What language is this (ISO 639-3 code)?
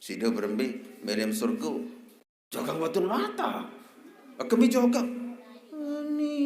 sas